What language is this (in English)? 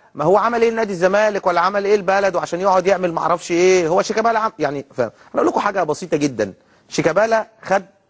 Egyptian Arabic